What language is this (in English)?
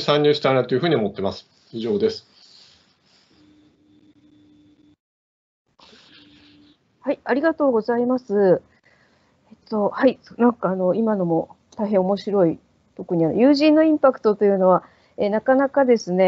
Japanese